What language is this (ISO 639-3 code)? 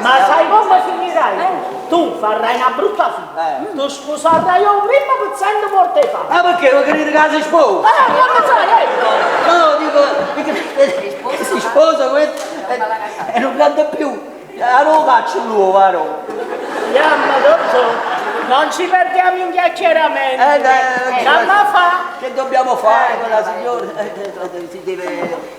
nap